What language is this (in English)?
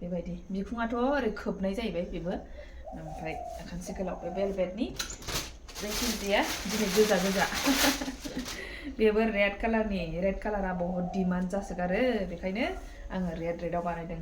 Bodo